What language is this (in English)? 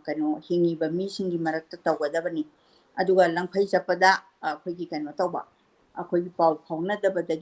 Manipuri